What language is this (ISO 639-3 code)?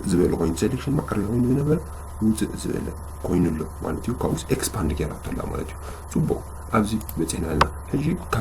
tir